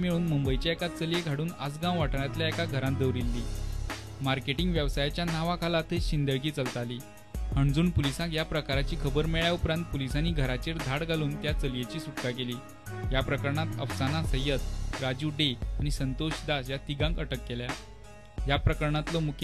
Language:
Konkani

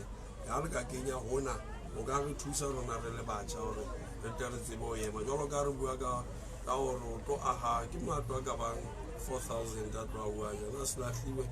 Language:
Southern Sotho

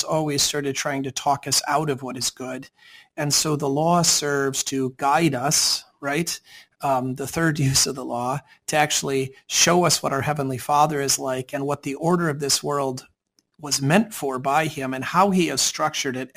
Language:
English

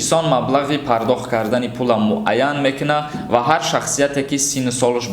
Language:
Tajik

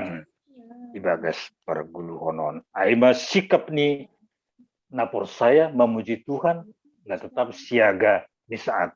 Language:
Batak Simalungun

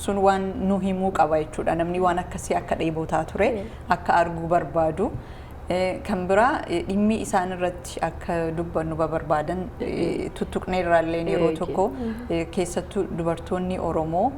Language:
Oromo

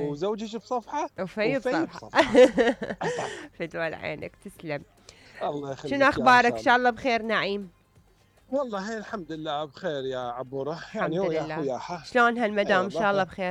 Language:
Mesopotamian Arabic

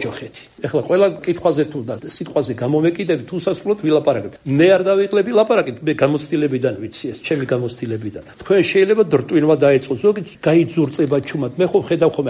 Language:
Georgian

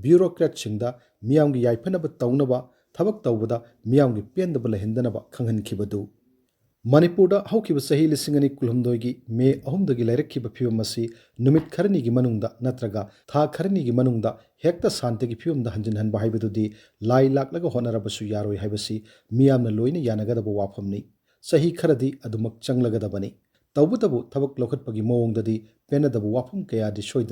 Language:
Manipuri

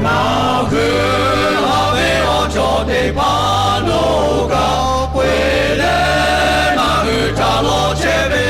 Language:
Lahu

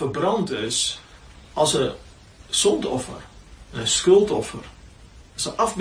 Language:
Afrikaans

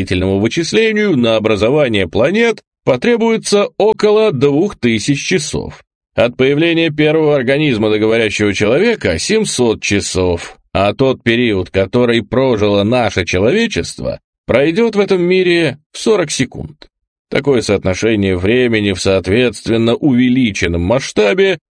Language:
Russian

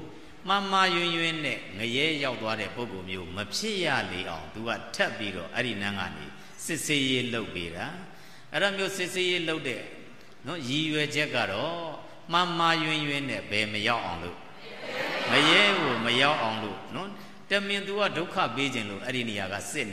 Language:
Burmese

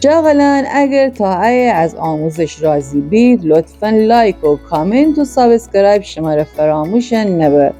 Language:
Gilaki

